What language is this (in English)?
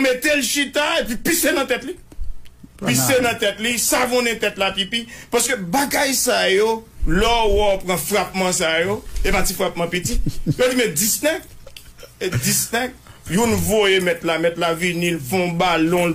Haitian Creole